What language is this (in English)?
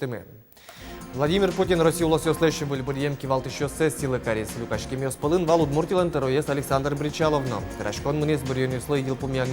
Udmurt